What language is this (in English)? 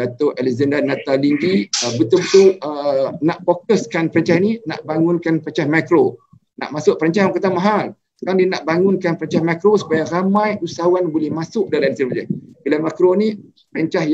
Malay